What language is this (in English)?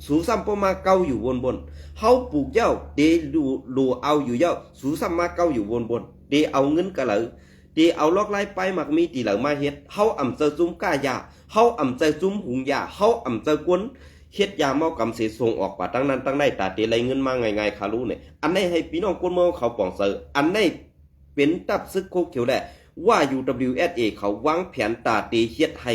Shan